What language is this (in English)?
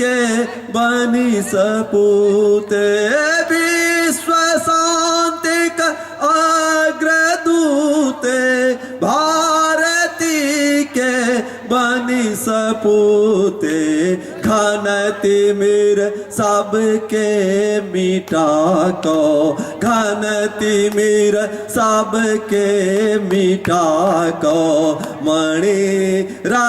Maithili